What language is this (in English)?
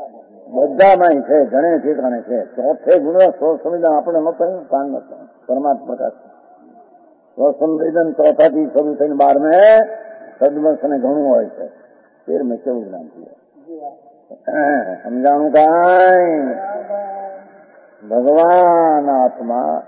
Gujarati